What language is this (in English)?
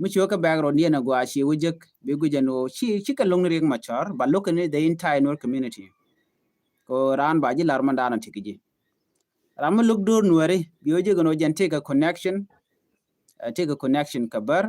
Nuer